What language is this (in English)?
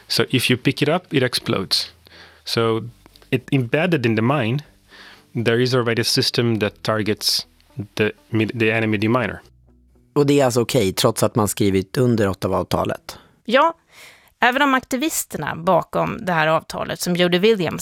Swedish